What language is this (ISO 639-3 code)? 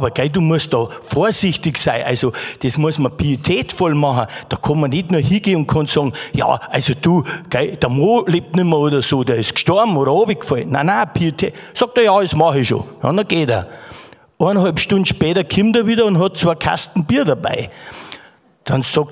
bar